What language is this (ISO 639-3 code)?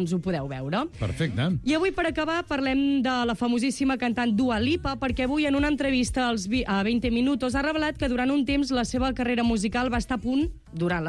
cat